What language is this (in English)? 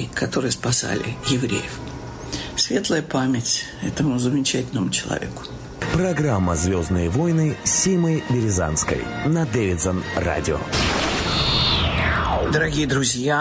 Russian